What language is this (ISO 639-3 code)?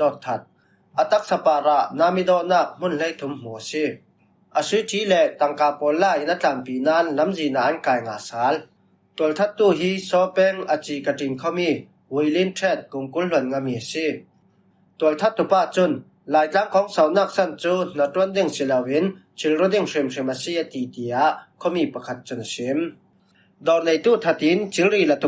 cfm